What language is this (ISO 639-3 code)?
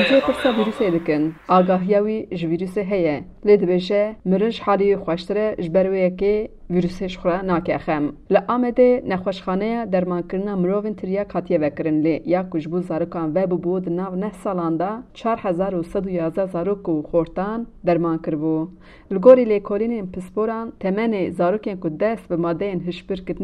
kur